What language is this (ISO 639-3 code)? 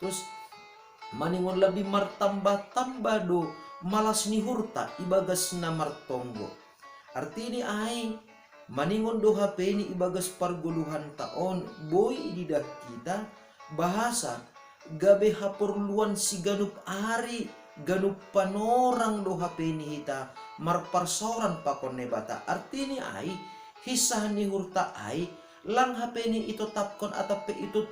bts